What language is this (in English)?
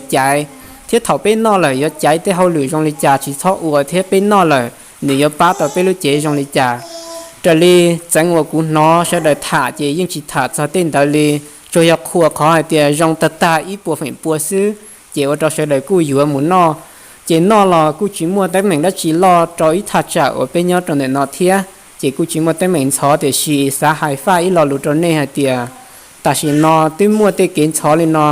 Hmong